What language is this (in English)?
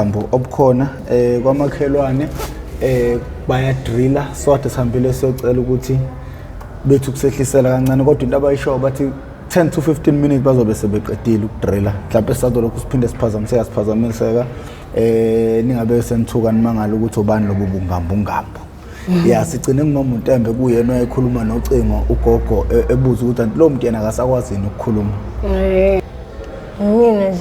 Zulu